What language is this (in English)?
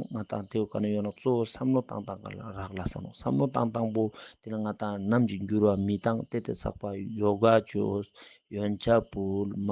Ladakhi